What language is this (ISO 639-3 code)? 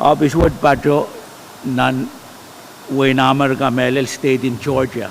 pon